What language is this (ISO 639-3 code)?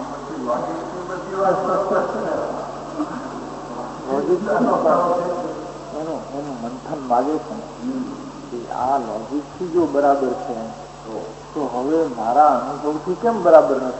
guj